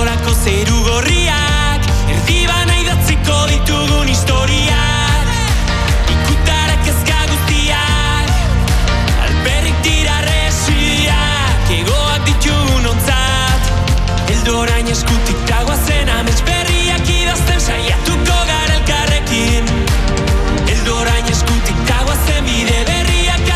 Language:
Basque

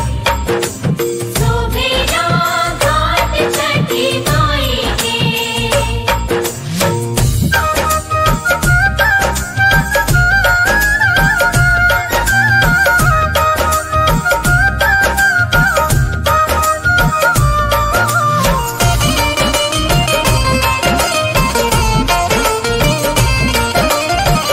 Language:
Bhojpuri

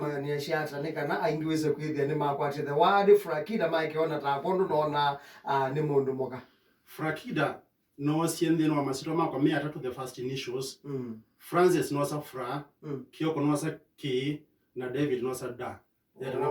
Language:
Kamba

